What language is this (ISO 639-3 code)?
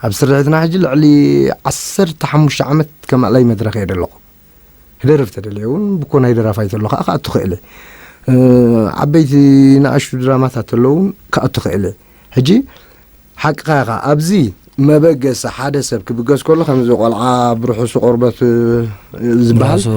tir